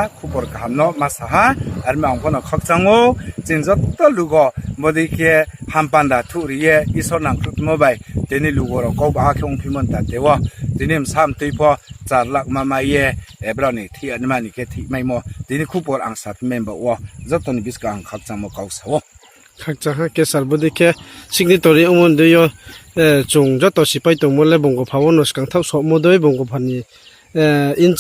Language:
Riang (India)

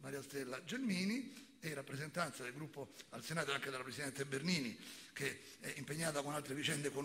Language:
Italian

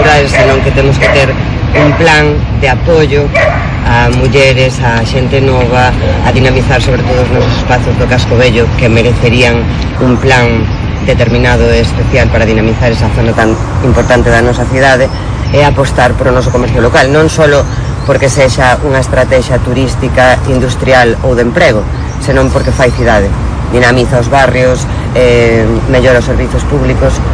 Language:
Galician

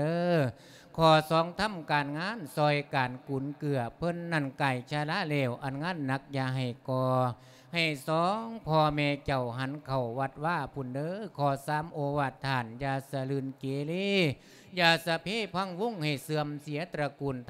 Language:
Lao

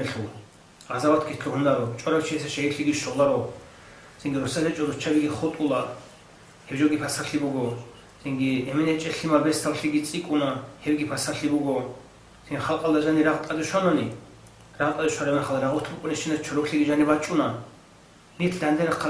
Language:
Avaric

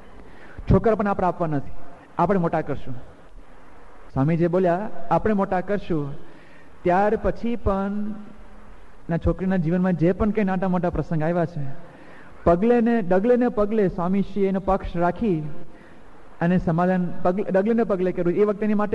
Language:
Gujarati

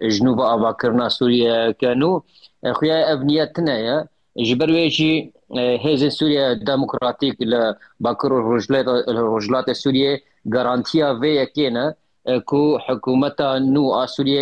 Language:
Kurdish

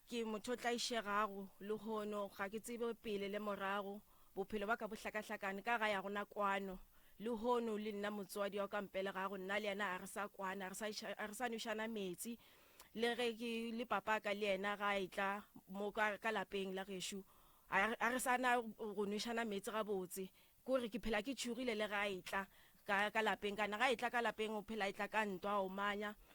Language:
Northern Sotho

